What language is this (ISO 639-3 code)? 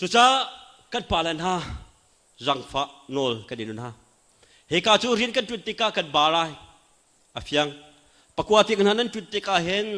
cnh